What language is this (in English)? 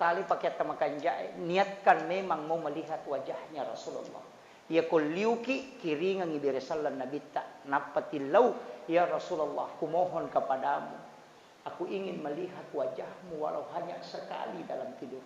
Buginese